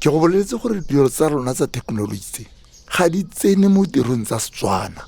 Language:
Tswana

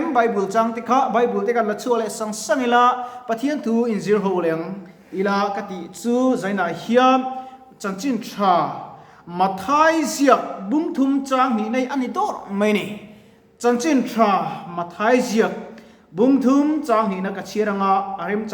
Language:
Mizo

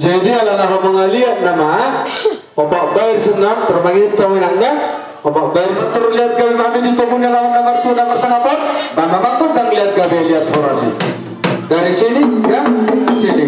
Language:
Batak Toba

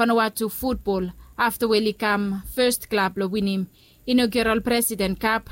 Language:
Bislama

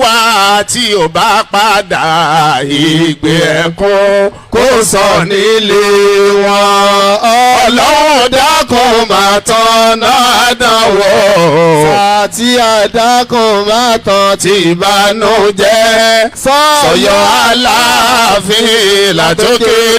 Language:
Yoruba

